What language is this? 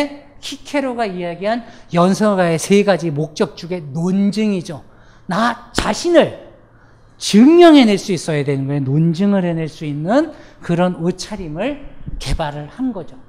Korean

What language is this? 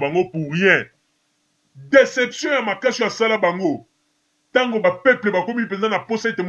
Lingala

